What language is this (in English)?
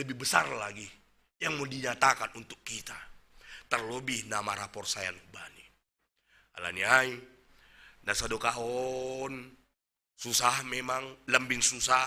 Batak Simalungun